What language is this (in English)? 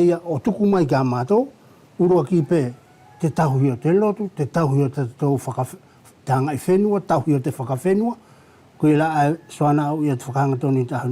Wallisian